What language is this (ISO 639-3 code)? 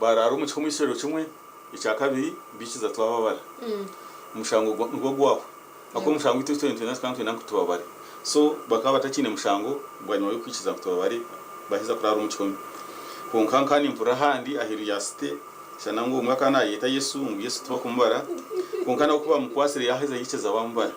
nyn